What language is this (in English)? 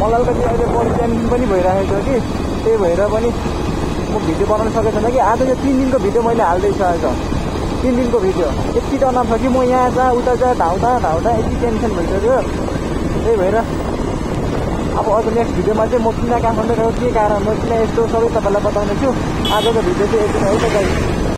Nepali